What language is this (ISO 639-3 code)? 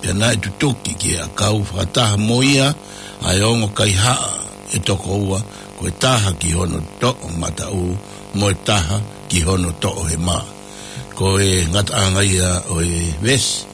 ton